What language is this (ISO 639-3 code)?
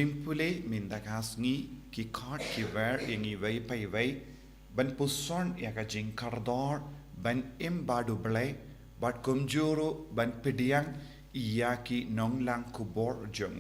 kha